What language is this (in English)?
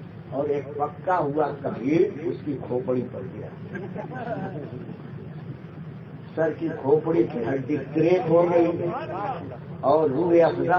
Urdu